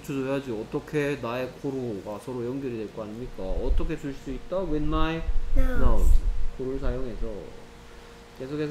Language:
Korean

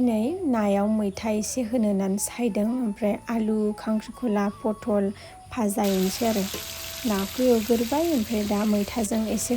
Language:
Bodo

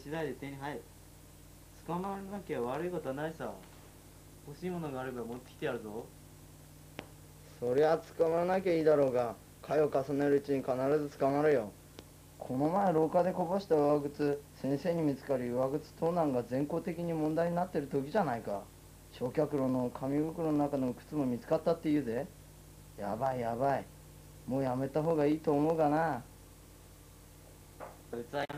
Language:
Japanese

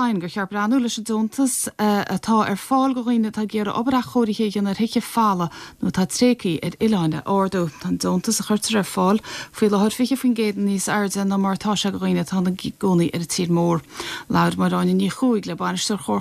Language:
Irish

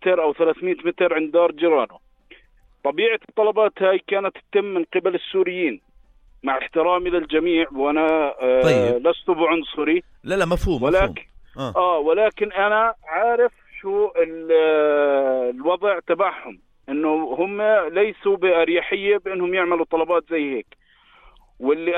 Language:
North Levantine Arabic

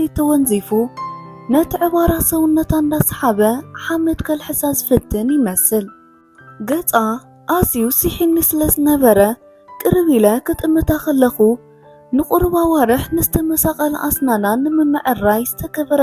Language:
Tigrinya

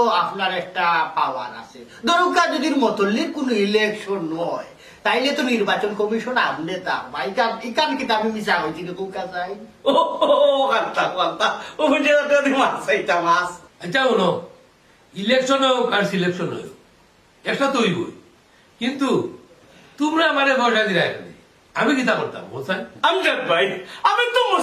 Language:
Sylheti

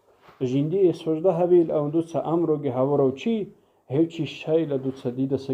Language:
Avaric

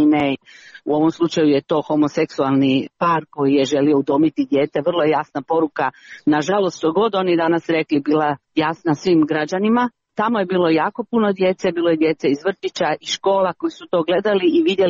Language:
Croatian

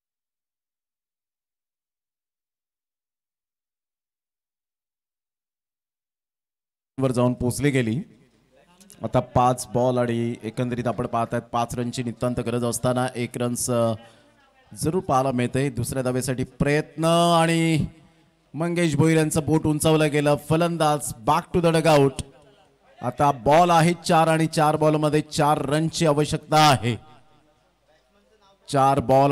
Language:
Marathi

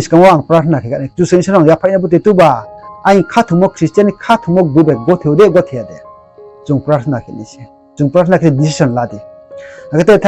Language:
Riang (India)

